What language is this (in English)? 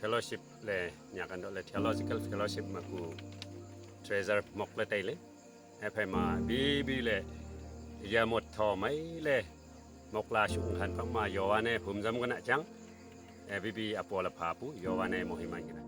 Wancho Naga